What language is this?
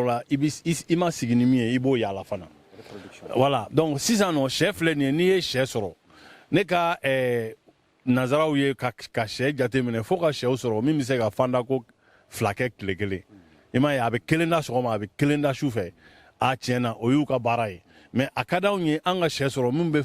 Bambara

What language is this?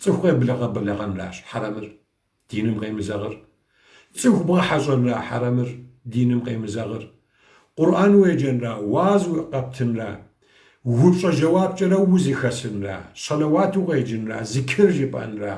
Kabardian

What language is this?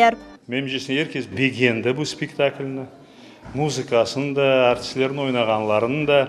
Crimean Tatar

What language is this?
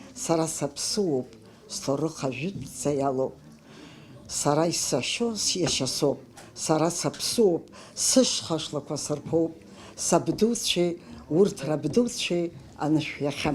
Abkhazian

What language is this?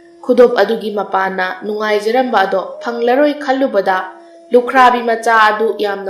Manipuri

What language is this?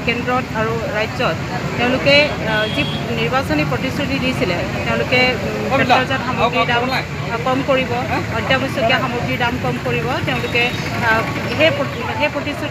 Assamese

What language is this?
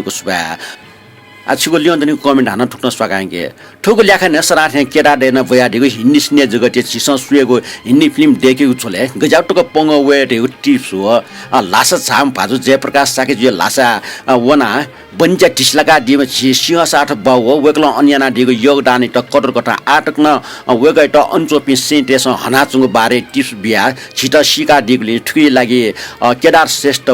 Newari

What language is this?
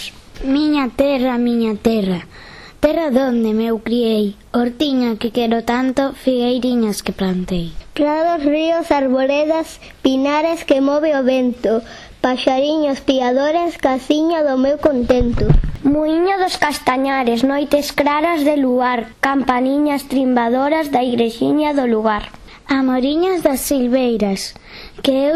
Galician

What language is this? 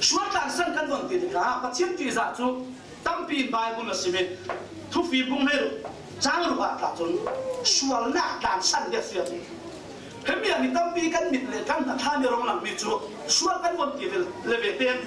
Falam Chin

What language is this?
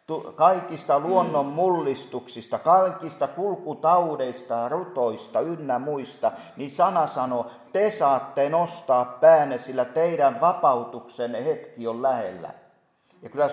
Finnish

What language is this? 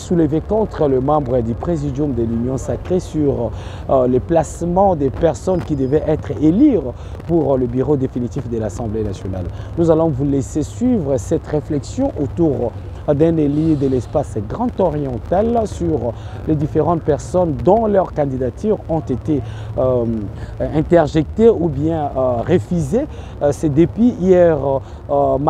French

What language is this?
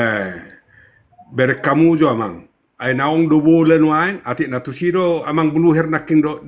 Batak Toba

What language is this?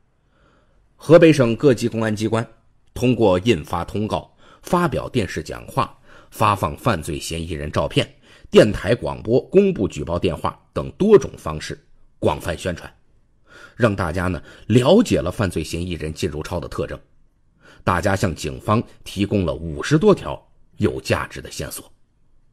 Chinese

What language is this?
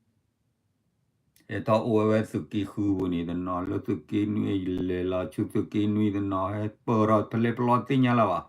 S'gaw Karen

